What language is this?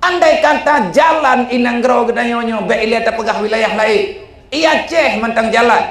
Achinese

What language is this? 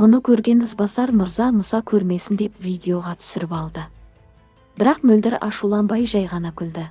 Kazakh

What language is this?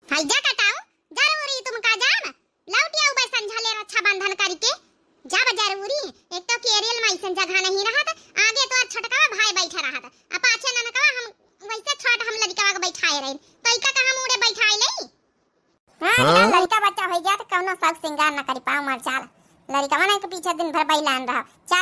Awadhi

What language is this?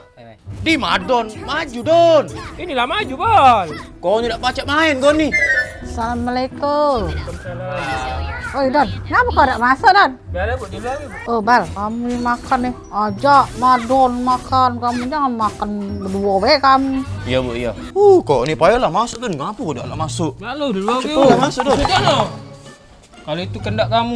Musi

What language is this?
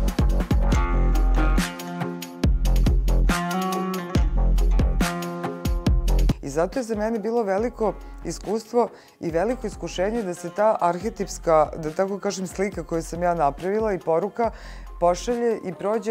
Serbian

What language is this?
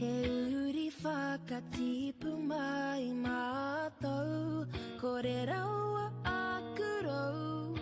Māori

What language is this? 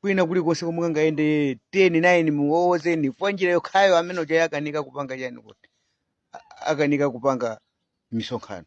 Nyanja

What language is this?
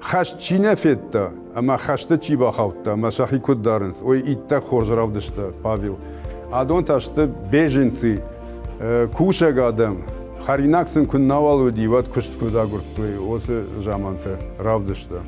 Ossetic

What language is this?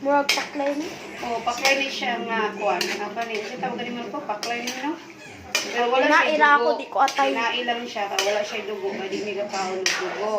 Cebuano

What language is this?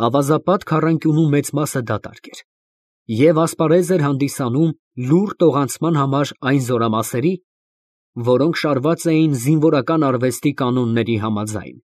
Armenian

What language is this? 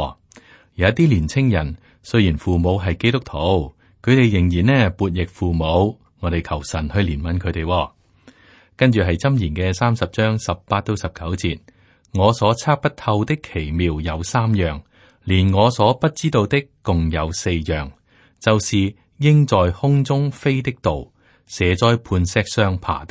Cantonese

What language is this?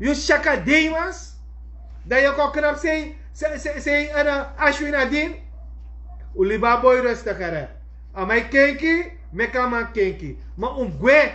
Sranan Tongo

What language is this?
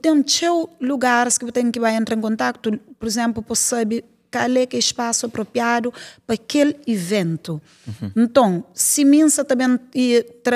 Kabuverdianu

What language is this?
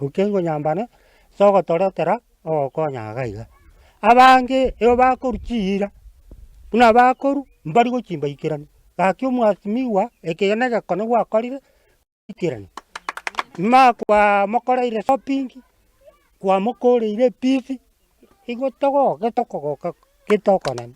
Gusii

